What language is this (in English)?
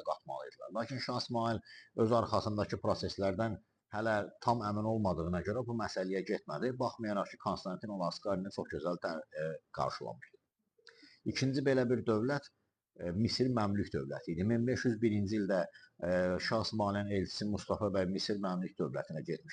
Azerbaijani